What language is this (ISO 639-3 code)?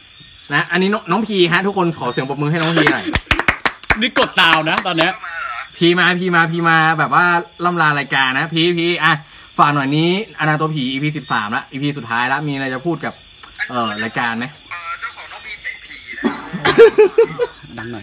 tha